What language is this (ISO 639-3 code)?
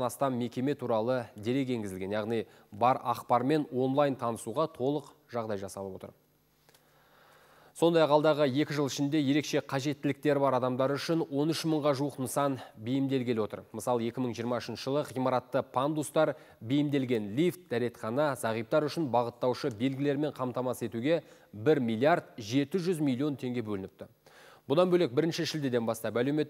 kaz